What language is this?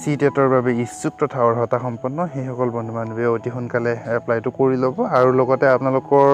Assamese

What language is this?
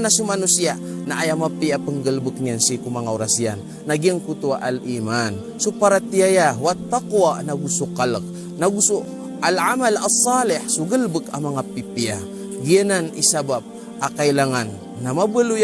Maranao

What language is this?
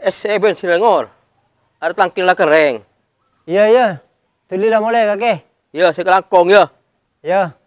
Madurese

